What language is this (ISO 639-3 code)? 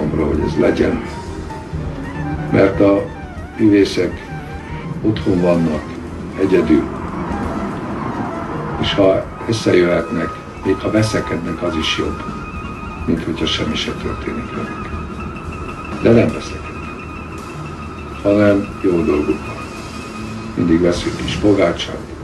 hun